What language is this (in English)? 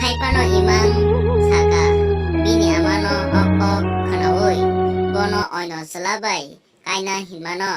Kok Borok